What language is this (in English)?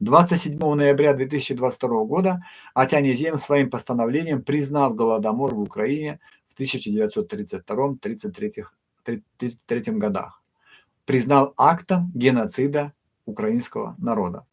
Erzya